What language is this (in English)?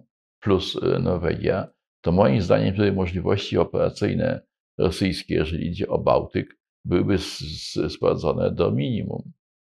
Polish